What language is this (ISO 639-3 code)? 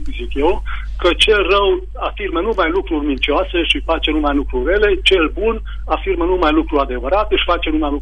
ron